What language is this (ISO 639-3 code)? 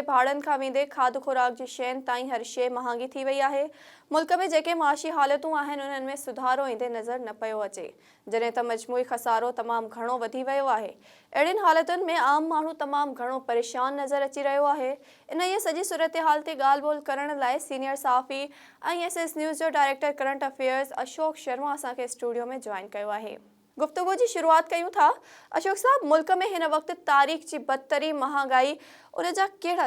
snd